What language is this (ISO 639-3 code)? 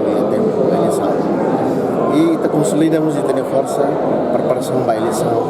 tet